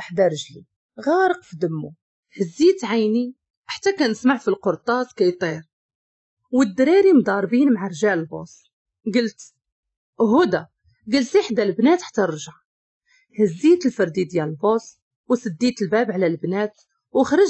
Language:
Moroccan Arabic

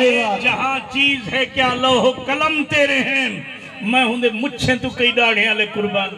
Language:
Saraiki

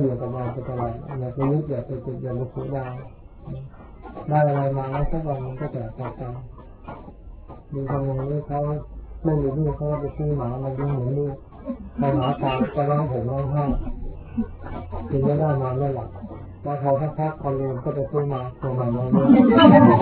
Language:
Thai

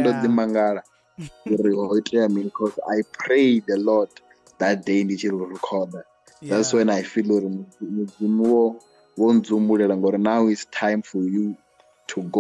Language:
Venda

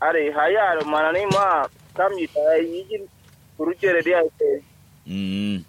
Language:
Kanuri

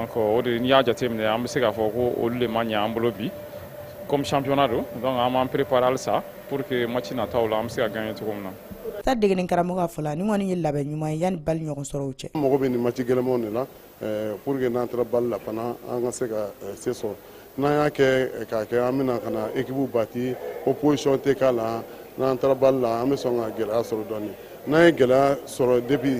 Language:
Bambara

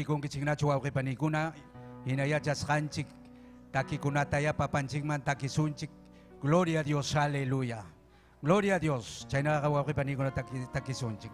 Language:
Ayacucho Quechua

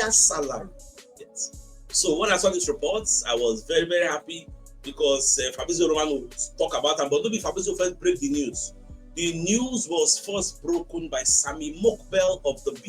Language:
Nigerian Pidgin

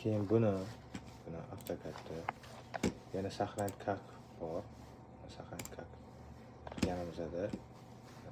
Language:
Uzbek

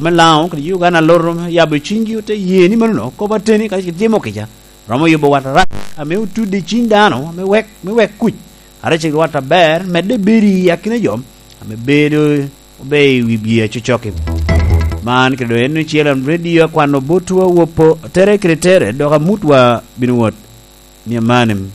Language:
Lango (Uganda)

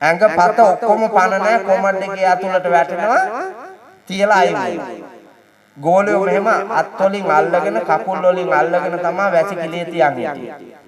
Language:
Sinhala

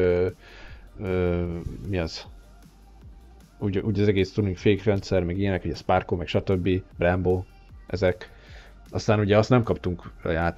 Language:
Hungarian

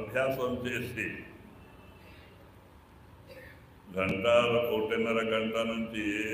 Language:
Telugu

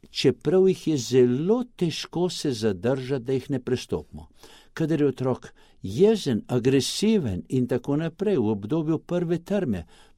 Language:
Slovenian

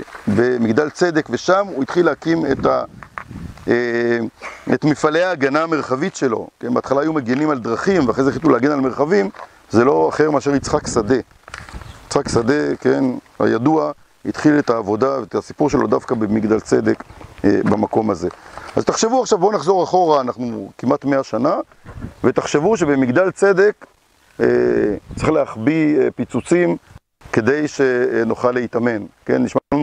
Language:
Hebrew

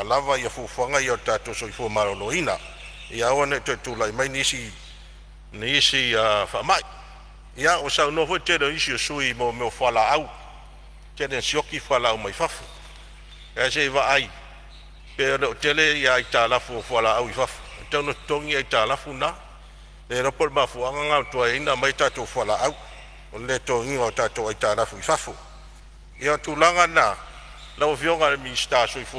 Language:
Samoan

